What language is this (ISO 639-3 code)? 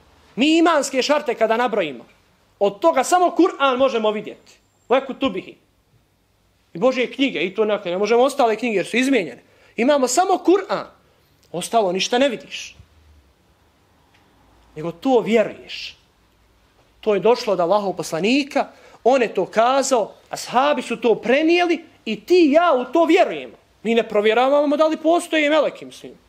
bos